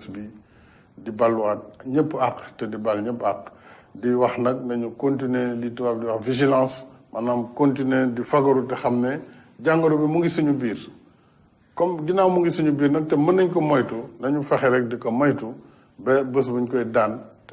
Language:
Wolof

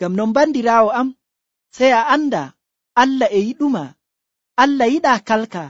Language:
Nigerian Fulfulde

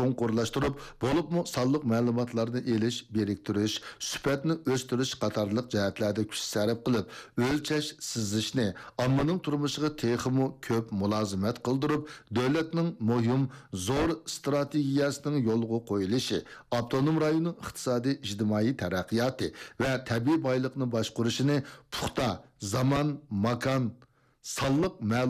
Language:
Uyghur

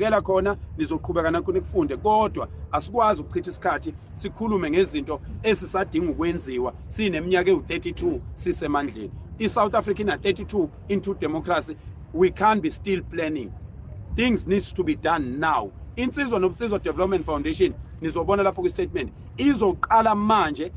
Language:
Zulu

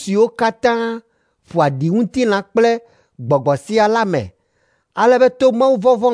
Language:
Ewe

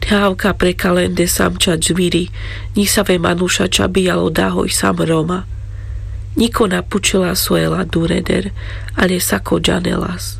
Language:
Carpathian Romani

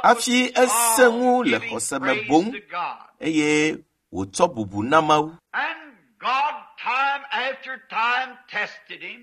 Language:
Ewe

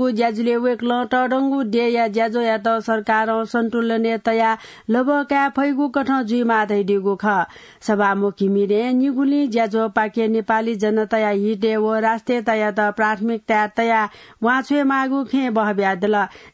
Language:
Newari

